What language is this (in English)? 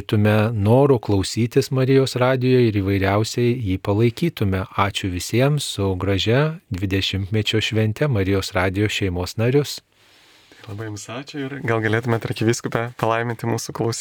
Lithuanian